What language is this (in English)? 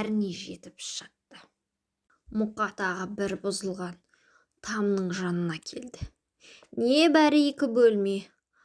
Kazakh